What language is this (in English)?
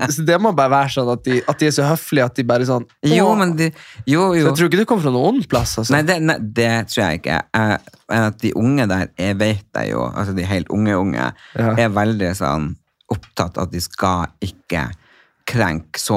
Norwegian